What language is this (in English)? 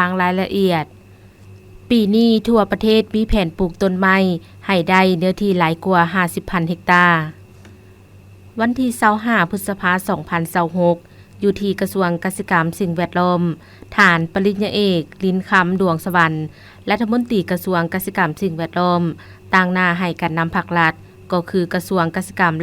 Lao